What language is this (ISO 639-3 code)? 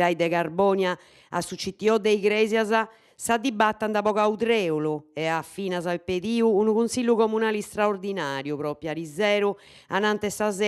srd